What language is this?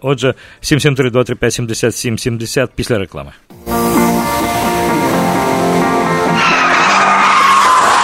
Ukrainian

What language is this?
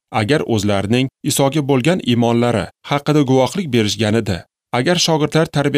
Uzbek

